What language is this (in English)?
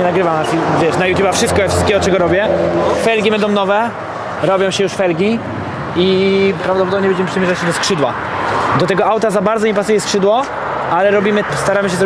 Polish